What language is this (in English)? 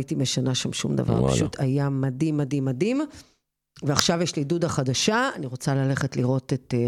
Hebrew